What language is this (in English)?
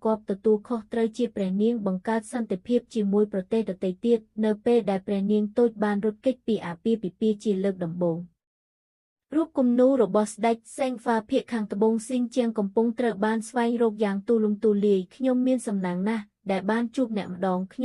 Khmer